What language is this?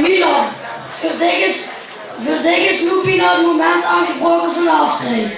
Limburgish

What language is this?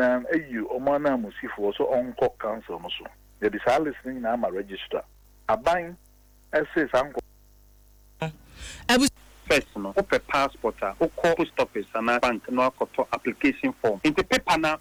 Akan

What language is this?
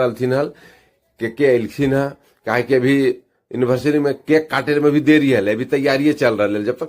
Magahi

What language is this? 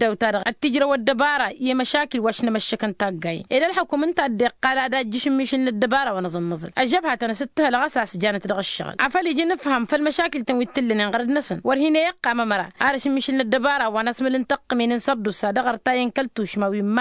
Tamasheq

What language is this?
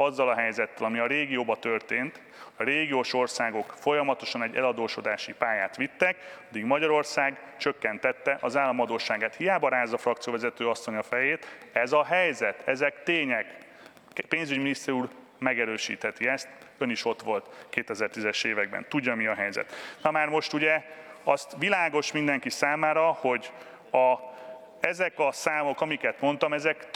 Hungarian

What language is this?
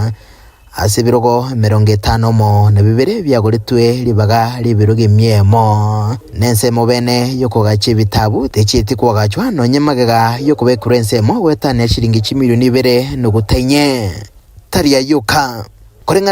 Gusii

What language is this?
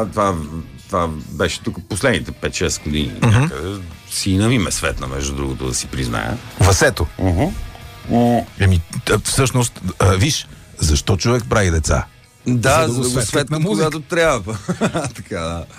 Bulgarian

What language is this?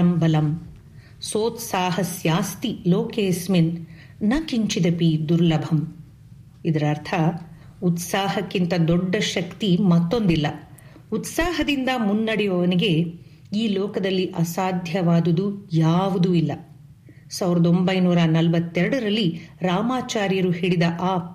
Kannada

